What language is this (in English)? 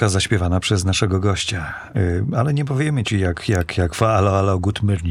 Polish